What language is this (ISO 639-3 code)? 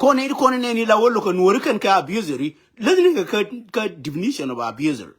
nus